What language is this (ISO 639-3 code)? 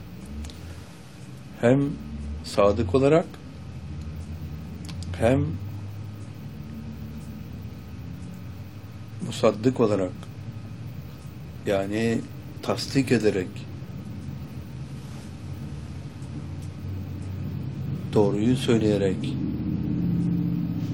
tur